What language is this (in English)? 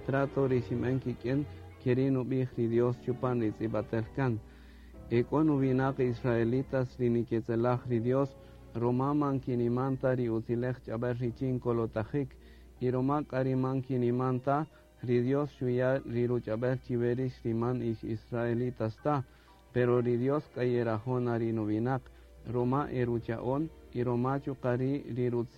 Kaqchikel